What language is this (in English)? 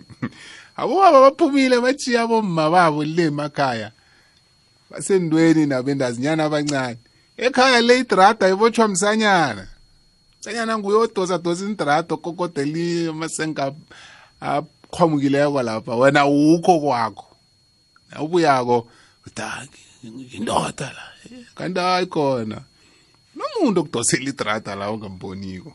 South Ndebele